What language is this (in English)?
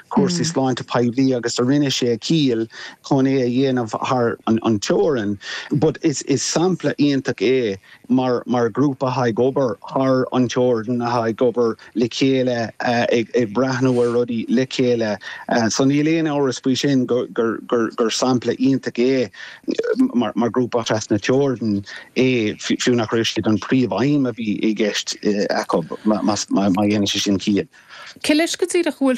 Irish